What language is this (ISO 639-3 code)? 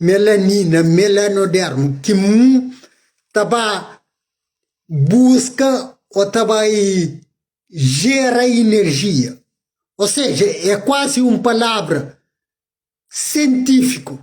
kea